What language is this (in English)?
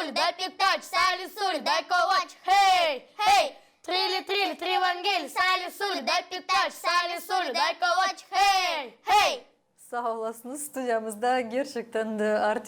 Gagauz